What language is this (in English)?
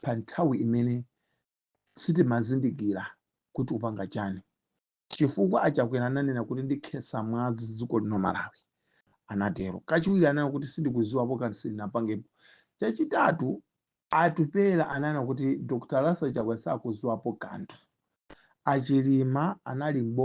Nyanja